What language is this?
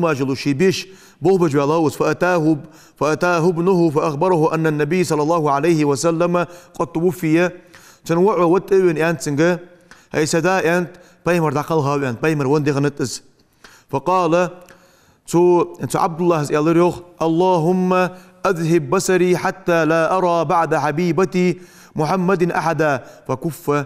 Ingush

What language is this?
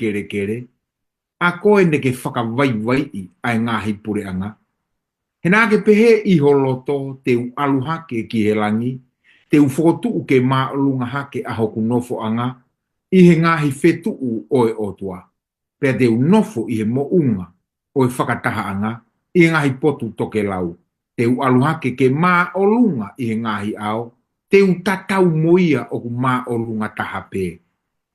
Tongan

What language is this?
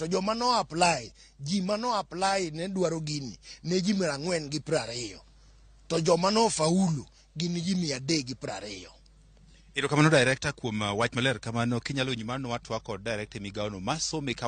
Luo (Kenya and Tanzania)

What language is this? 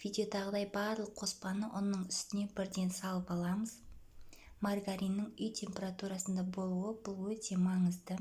Kazakh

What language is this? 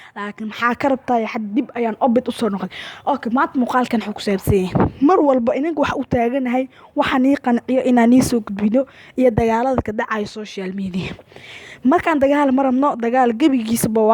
Somali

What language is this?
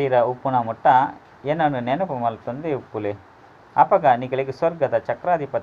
Tulu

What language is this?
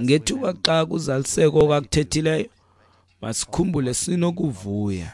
Xhosa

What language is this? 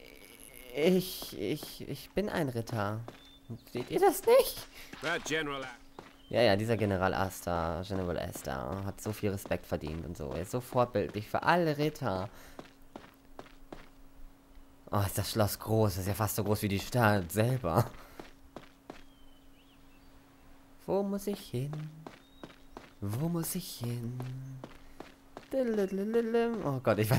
German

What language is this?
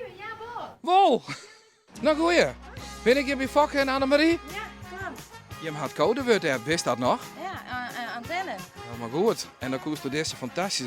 Western Frisian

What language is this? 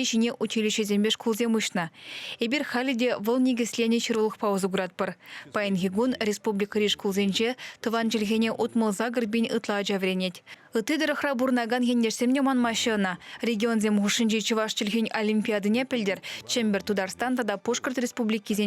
Chuvash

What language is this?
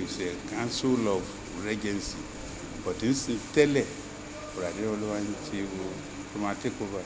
Yoruba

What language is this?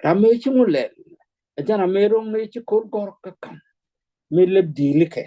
Nuer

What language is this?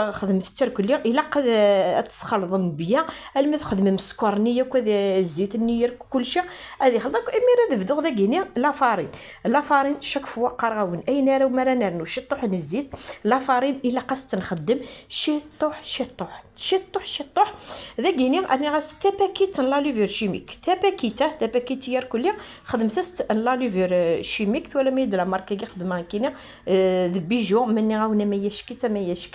Kabyle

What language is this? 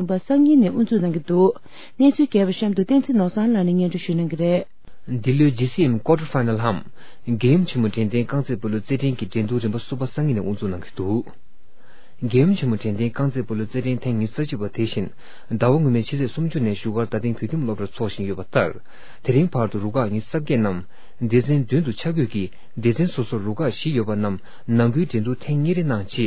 Tibetan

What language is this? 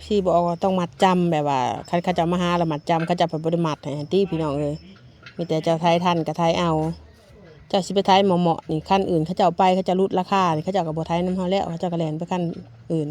Northeastern Thai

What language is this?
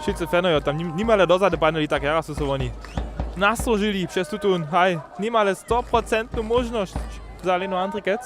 Upper Sorbian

